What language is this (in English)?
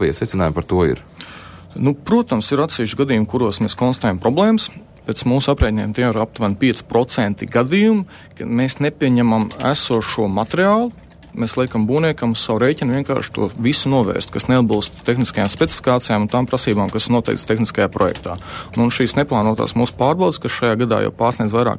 Latvian